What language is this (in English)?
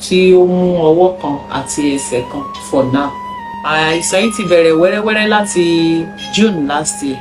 Yoruba